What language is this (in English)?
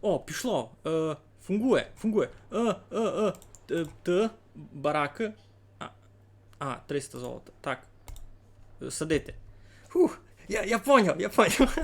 Rusyn